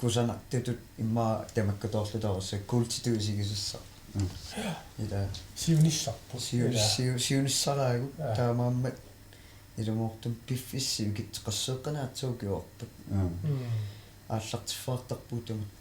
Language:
Kalaallisut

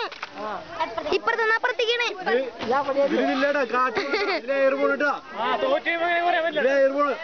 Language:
Malayalam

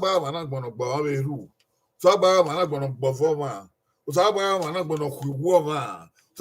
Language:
Bini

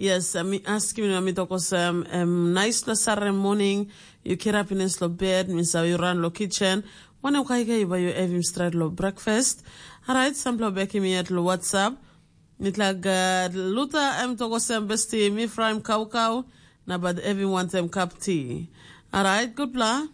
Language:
Tok Pisin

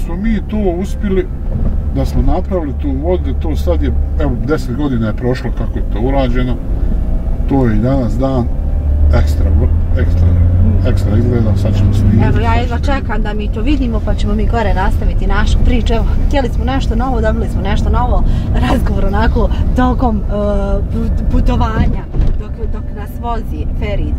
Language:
Bosnian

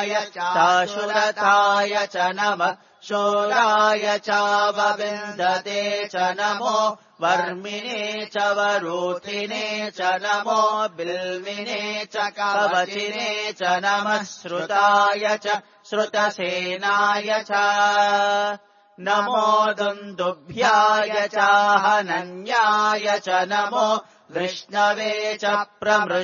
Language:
Sanskrit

